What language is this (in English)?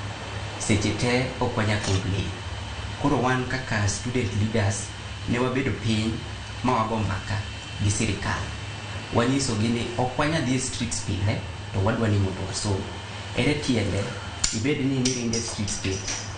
Luo (Kenya and Tanzania)